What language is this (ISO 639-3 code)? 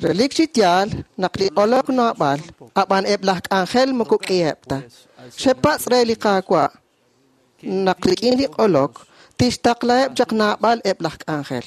kek